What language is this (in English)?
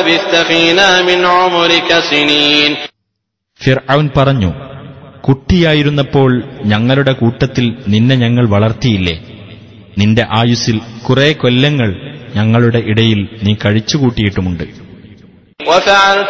Malayalam